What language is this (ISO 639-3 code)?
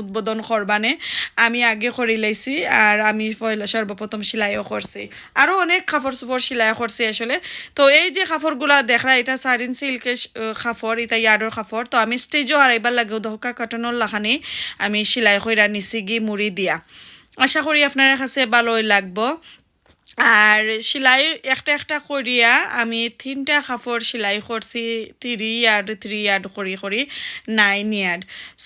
syl